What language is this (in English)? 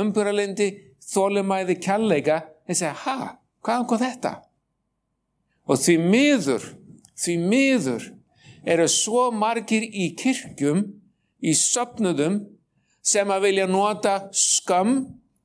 Icelandic